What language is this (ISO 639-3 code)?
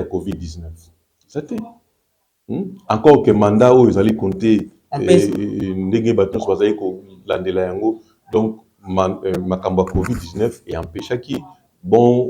lin